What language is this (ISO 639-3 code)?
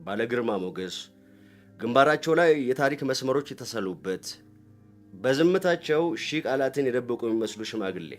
amh